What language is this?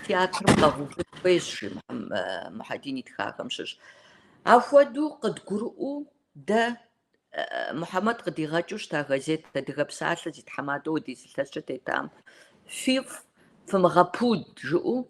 Kabardian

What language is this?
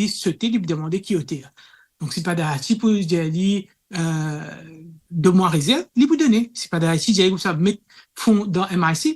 Morisyen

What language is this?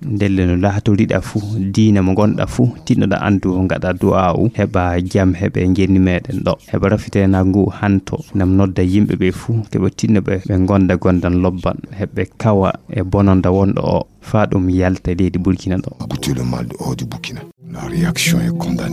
Fula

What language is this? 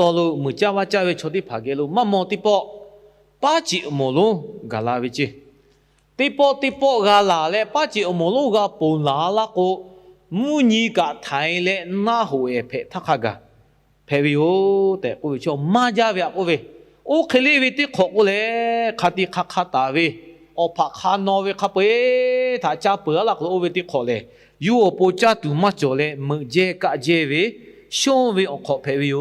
Lahu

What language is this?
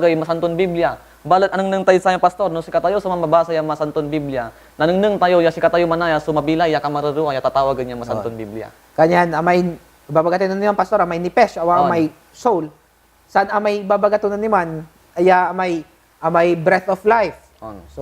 Pangasinan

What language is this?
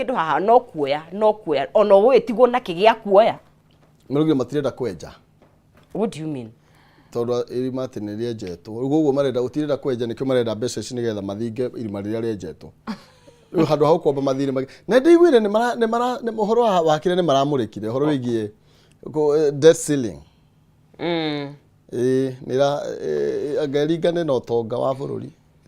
Kikuyu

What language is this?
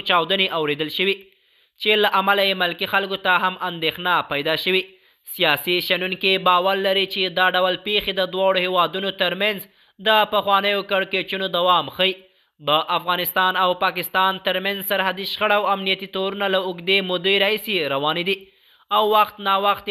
Pashto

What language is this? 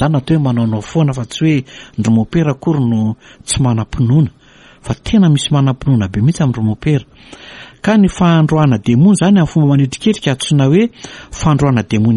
Malagasy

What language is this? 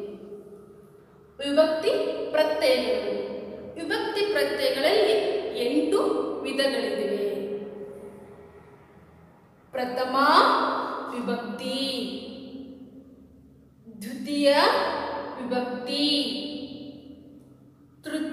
Kannada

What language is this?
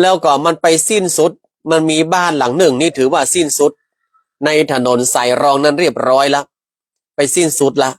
Northern Thai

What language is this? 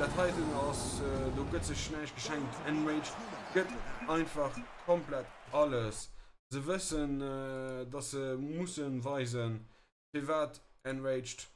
Luxembourgish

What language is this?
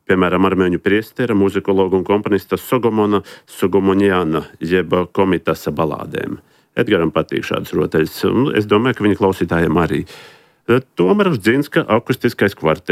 Latvian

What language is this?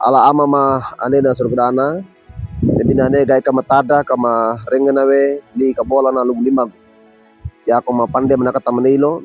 Wejewa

